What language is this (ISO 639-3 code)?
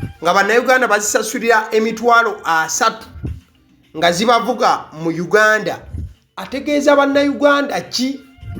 lug